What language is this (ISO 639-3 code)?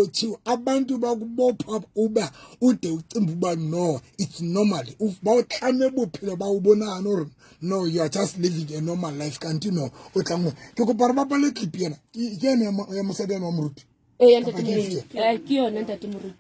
sot